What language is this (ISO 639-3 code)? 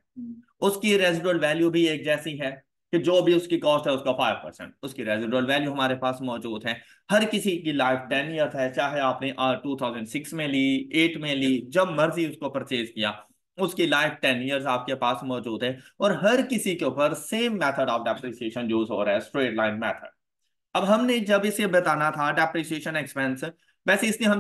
hin